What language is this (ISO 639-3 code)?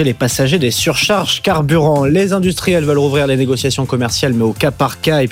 fra